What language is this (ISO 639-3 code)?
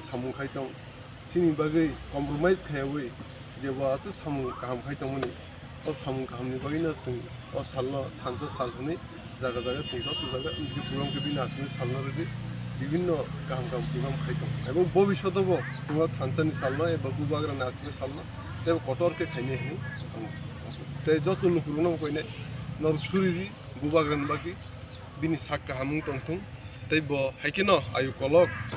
trp